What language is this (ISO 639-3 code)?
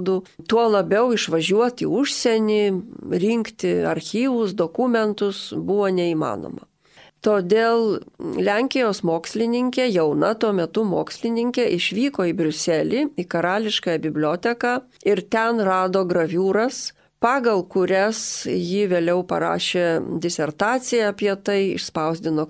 lit